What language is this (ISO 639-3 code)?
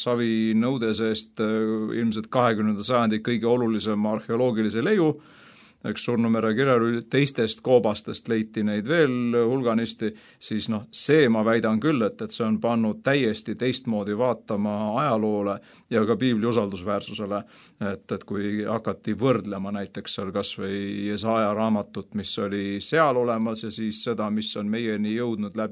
est